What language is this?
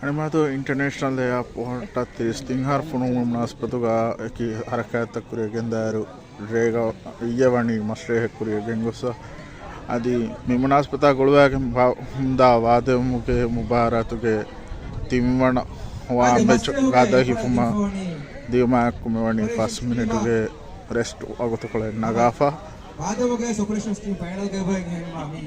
Divehi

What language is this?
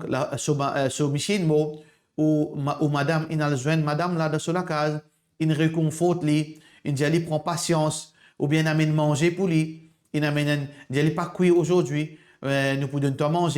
Morisyen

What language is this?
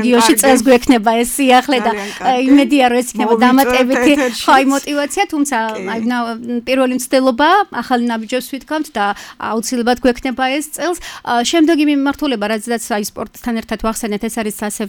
Georgian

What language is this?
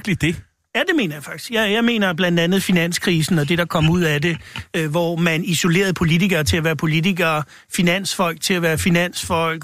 Danish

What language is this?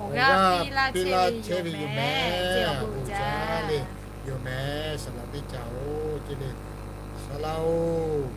Lahu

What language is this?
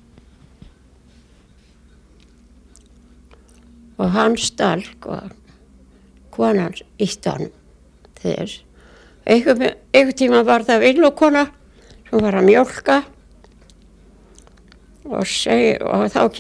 Icelandic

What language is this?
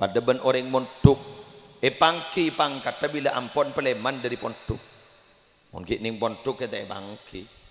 Madurese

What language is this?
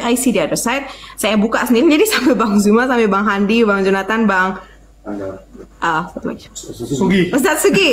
Indonesian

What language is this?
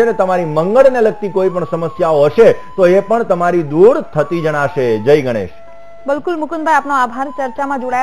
Gujarati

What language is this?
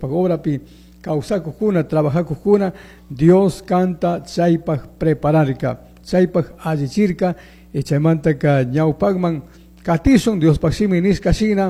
Chimborazo Highland Quichua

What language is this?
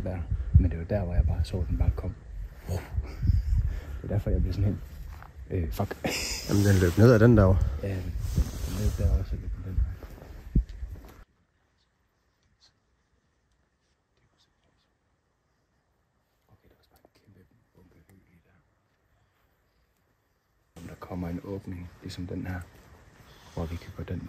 Danish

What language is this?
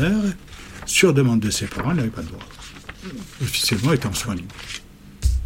French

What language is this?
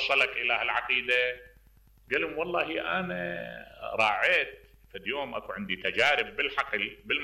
Mesopotamian Arabic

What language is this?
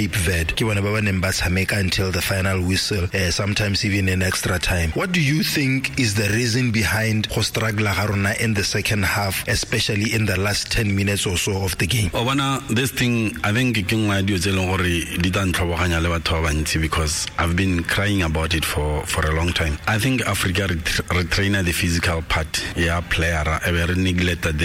Tswana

